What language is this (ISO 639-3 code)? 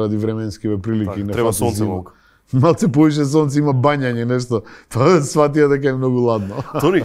mkd